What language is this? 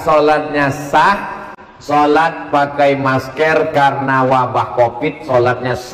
Indonesian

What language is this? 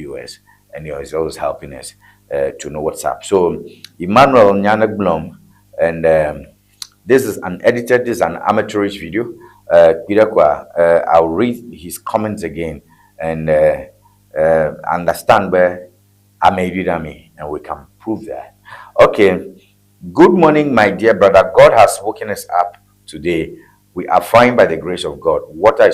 Ewe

